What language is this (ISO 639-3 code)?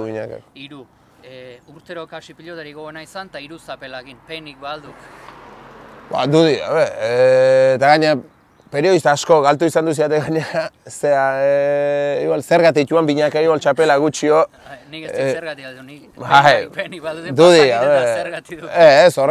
eus